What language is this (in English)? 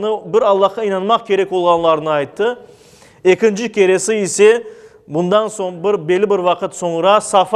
Crimean Tatar